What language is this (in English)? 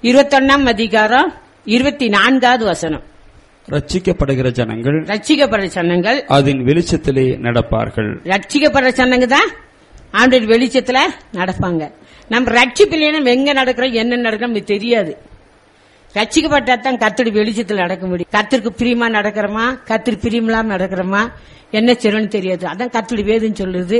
Tamil